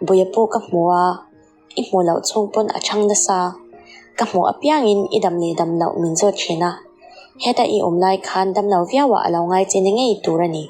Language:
Mizo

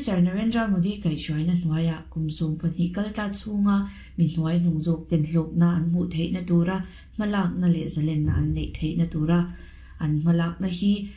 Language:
Mizo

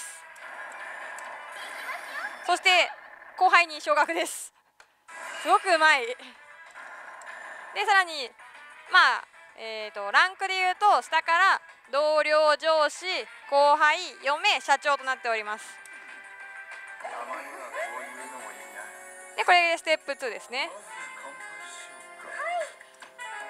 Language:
Japanese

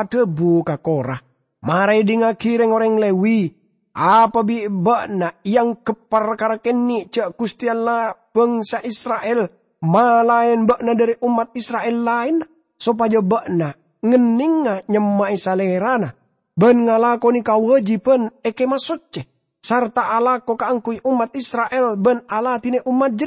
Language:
Madurese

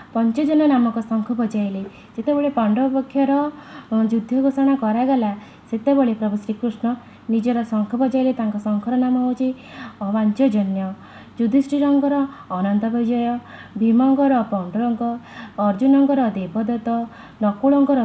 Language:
Odia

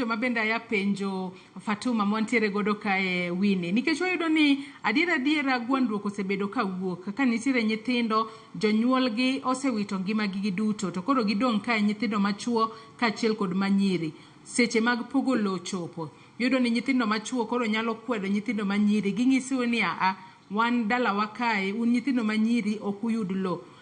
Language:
Luo (Kenya and Tanzania)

